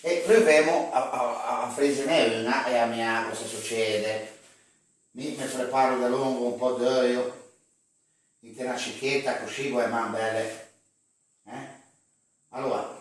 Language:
Ligurian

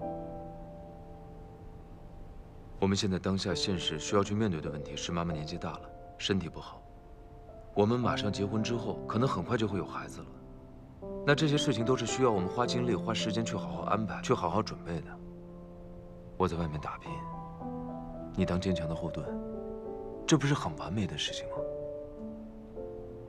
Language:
Chinese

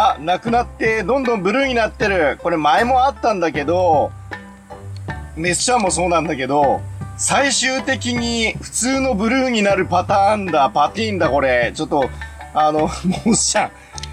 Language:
Japanese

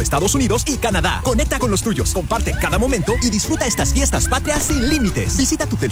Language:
Spanish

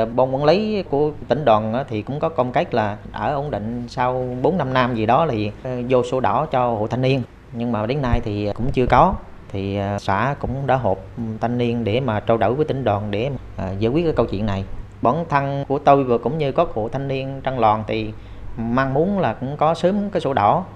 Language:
Vietnamese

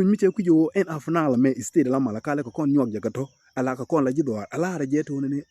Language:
Nuer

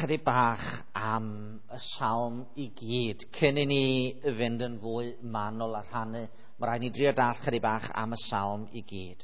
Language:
Welsh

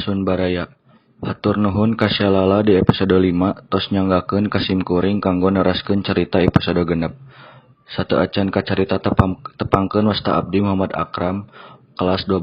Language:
Sundanese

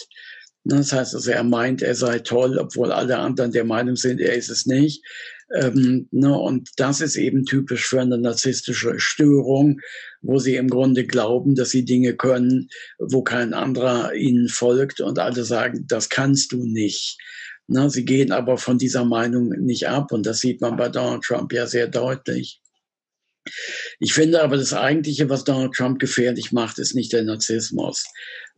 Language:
German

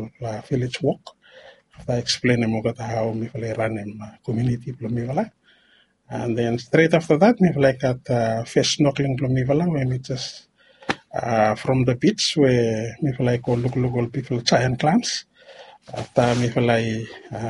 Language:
Bislama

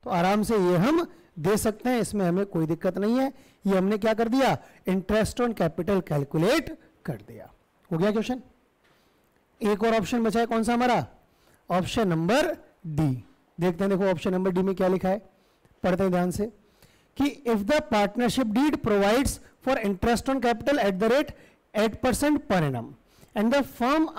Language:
Hindi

